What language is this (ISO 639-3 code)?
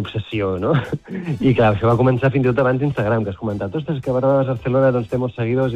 cat